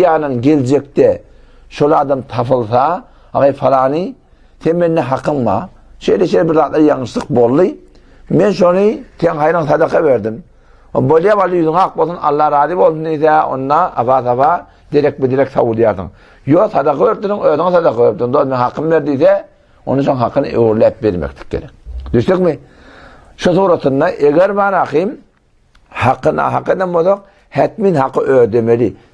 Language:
Turkmen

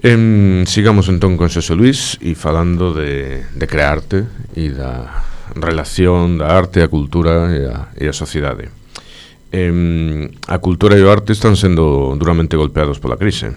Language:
Galician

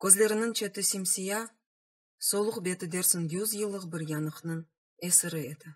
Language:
Crimean Tatar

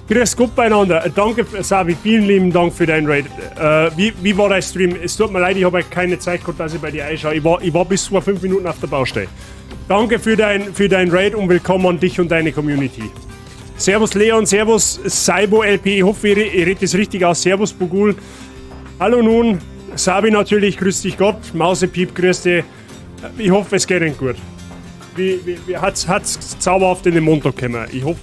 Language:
Bavarian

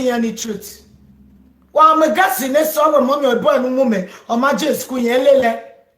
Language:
Nigerian Pidgin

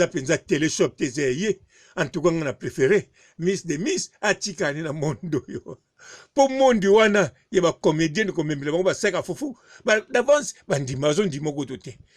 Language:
Lingala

